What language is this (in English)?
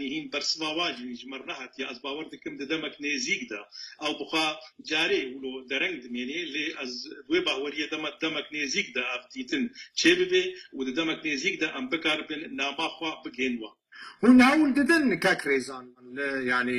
Kurdish